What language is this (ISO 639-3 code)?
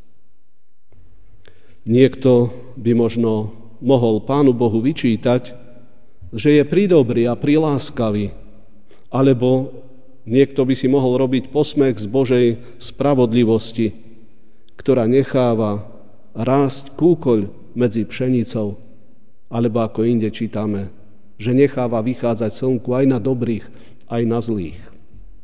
slk